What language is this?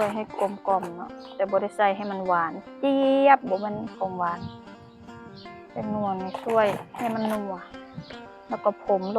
Lao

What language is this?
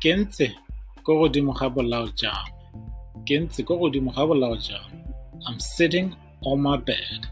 Tswana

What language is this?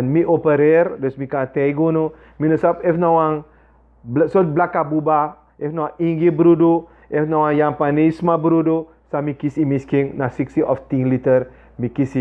Sranan Tongo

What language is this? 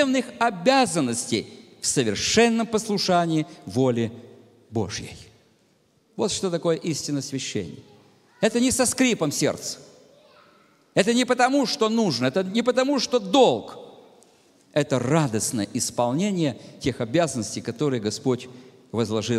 Russian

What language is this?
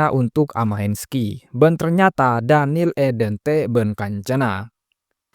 Madurese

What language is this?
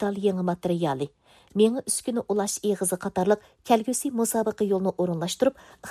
Uyghur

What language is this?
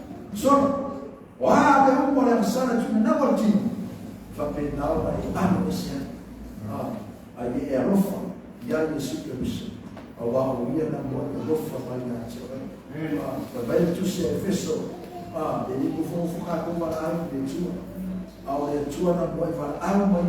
Samoan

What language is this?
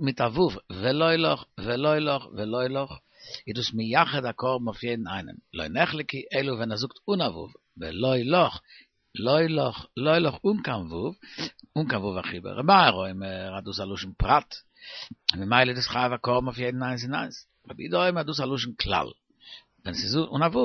Yiddish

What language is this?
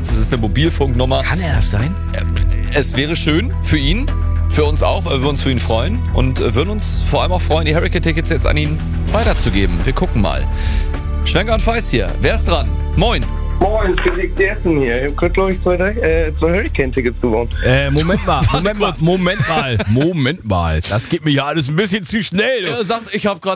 German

